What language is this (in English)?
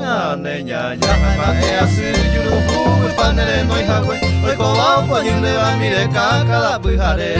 Guarani